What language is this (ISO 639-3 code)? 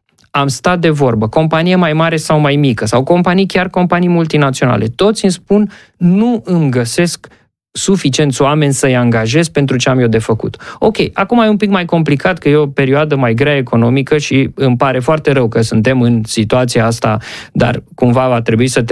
ron